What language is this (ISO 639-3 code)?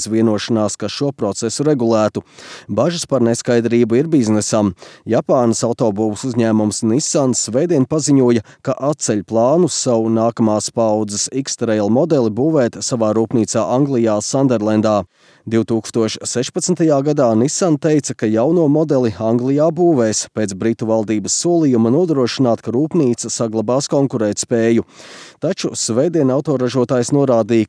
lav